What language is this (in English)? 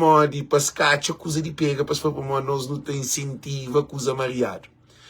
Kabuverdianu